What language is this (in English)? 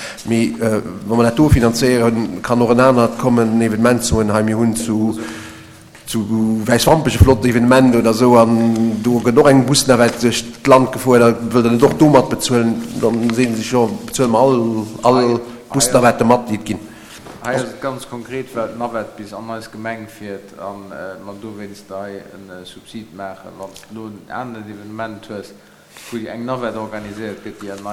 Luxembourgish